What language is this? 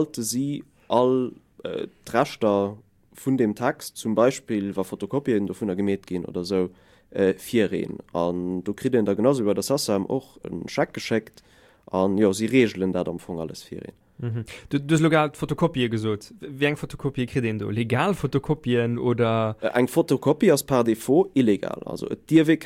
Luxembourgish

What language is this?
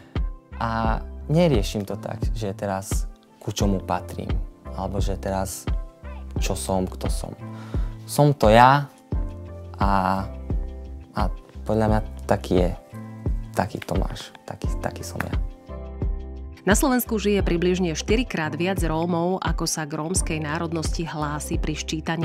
Slovak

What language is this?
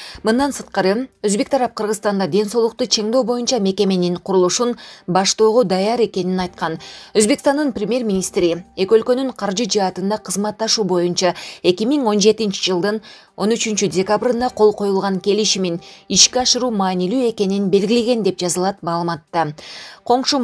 Kyrgyz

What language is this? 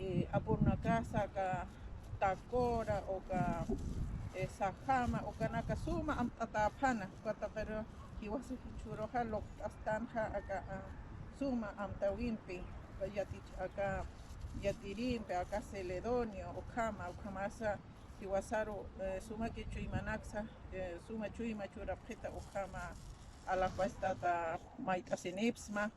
Aymara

